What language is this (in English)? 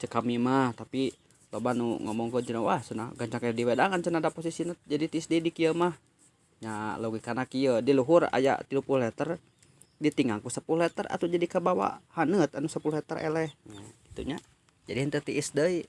Sundanese